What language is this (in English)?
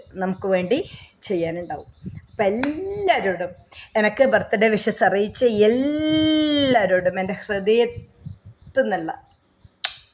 Malayalam